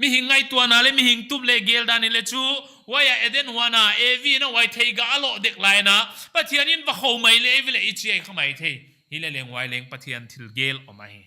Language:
Paite Chin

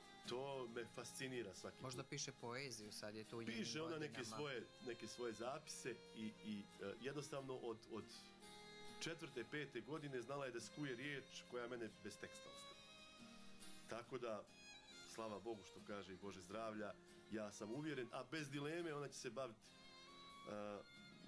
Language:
Bosnian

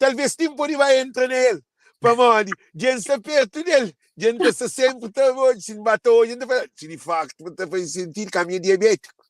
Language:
Kabuverdianu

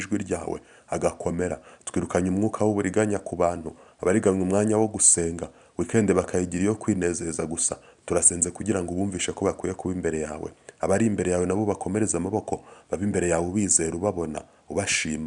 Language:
Kinyarwanda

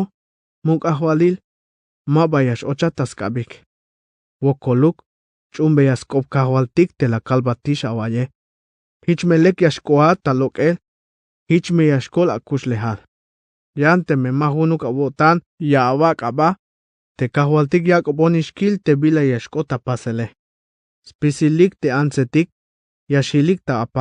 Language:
Tzeltal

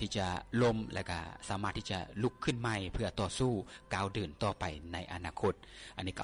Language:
Lao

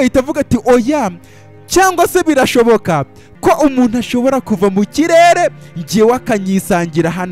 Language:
Kinyarwanda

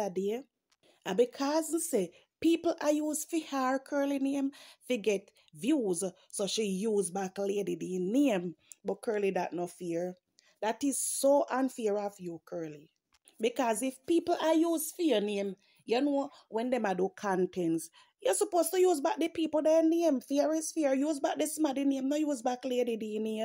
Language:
Jamaican Creole English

